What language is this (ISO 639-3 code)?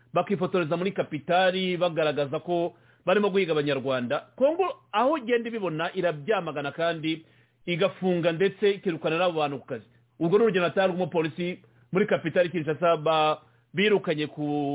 kin